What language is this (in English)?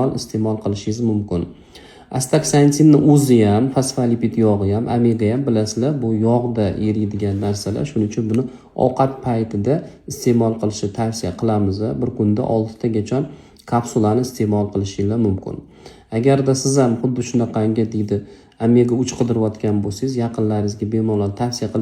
Uzbek